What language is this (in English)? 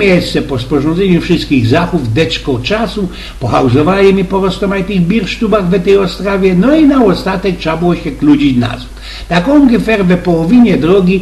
Silesian